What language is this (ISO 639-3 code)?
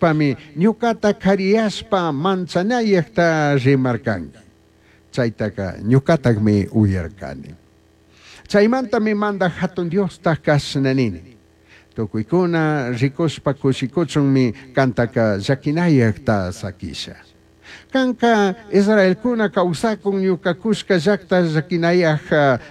qug